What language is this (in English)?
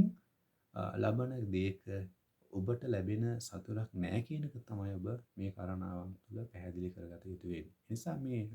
Sinhala